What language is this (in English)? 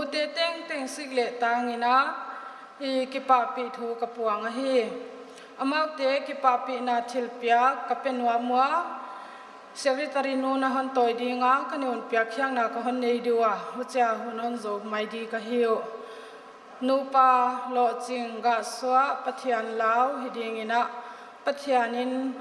Paite Chin